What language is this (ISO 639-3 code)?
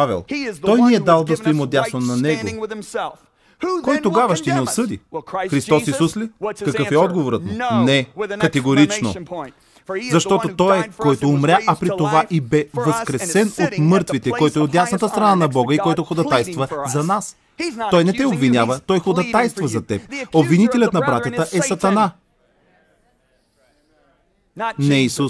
bul